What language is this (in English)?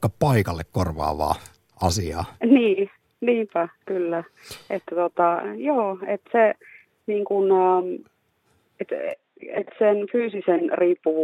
Finnish